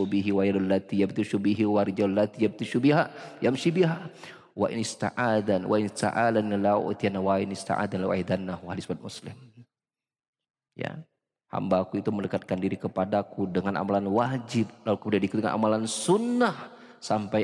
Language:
Indonesian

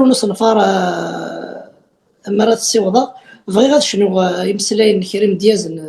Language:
Kabyle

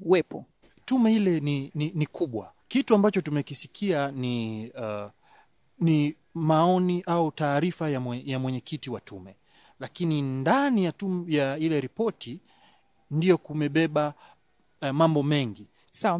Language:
Swahili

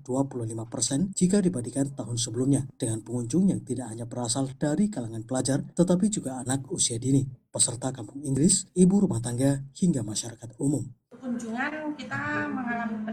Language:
Indonesian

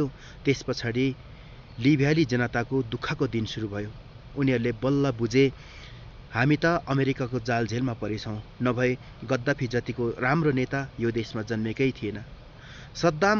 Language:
Nepali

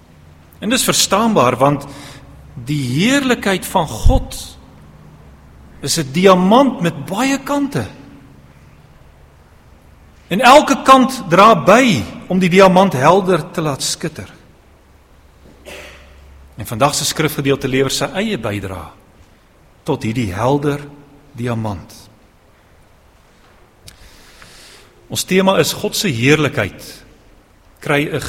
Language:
Afrikaans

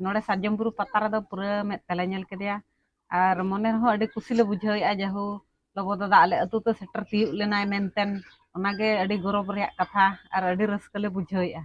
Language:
Santali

